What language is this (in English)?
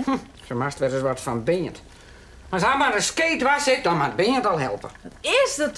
Western Frisian